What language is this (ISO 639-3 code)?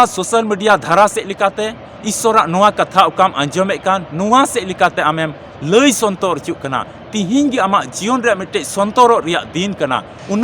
sat